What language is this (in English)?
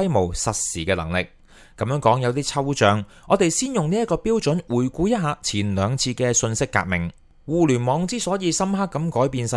Cantonese